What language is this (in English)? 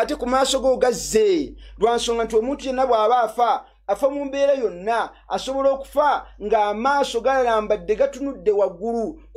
Ganda